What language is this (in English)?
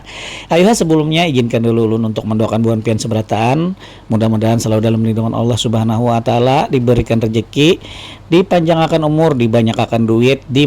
Banjar